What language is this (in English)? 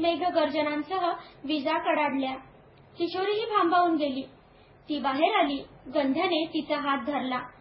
Marathi